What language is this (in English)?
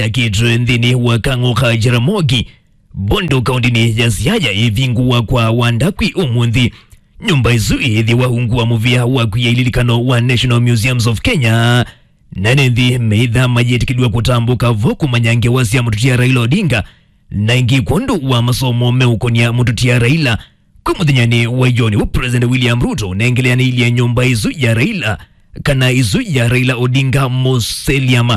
Kamba